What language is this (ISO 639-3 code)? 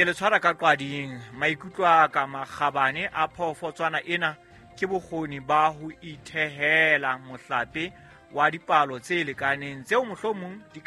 sot